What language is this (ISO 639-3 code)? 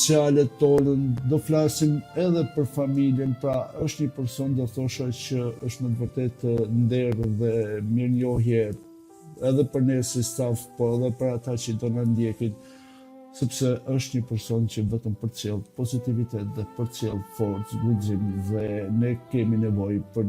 sqi